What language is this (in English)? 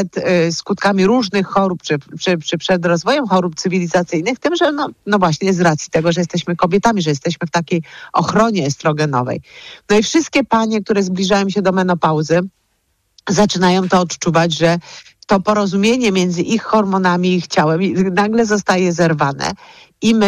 Polish